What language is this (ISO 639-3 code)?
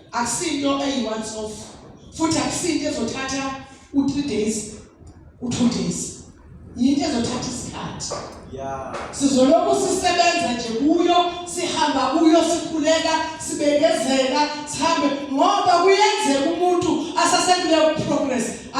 zul